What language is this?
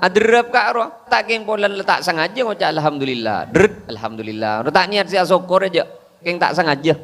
Madurese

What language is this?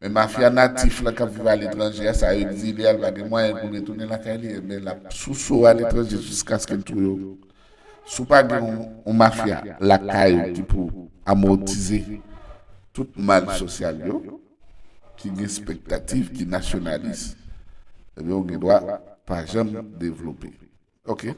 Haitian Creole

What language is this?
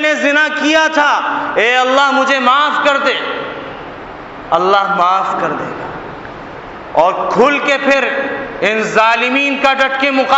Urdu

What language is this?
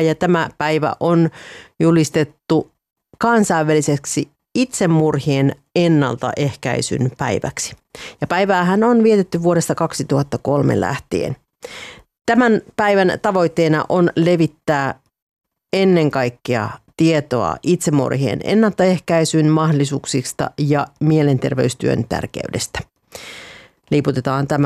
Finnish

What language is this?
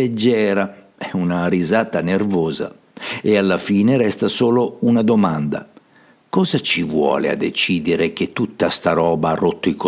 Italian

